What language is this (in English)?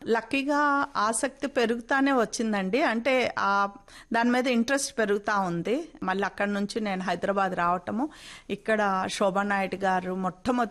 Telugu